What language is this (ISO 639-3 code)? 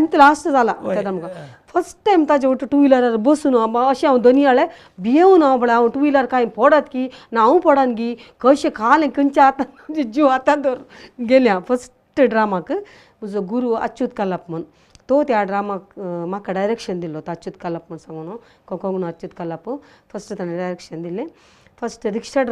kok